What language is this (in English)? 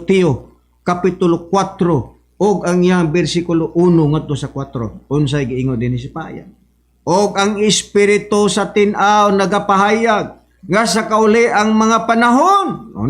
Cebuano